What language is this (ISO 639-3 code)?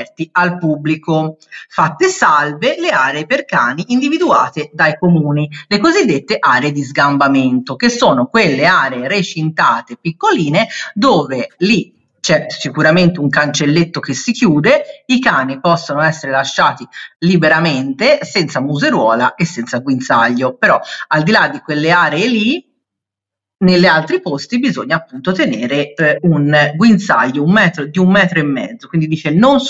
ita